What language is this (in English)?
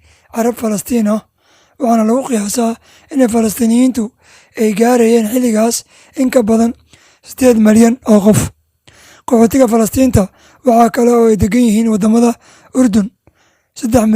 Somali